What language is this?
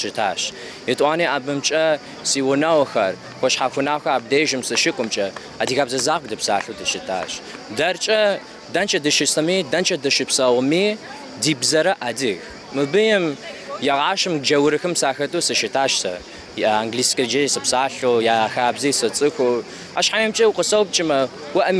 Kabardian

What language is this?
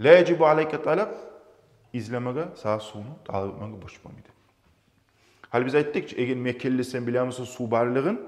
Kumyk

